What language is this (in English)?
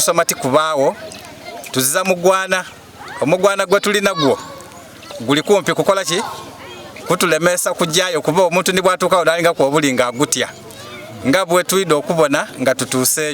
Soga